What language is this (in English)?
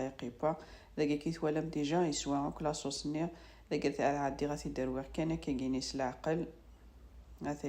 Kabyle